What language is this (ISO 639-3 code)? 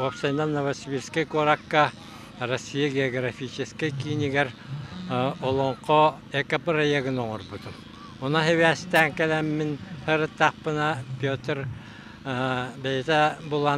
sah